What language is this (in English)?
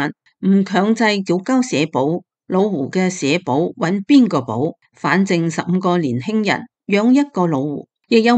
Cantonese